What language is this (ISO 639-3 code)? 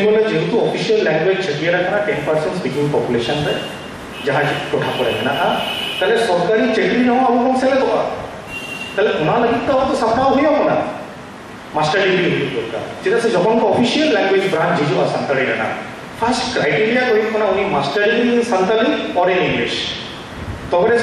sat